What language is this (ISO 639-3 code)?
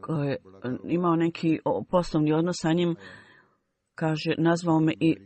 bos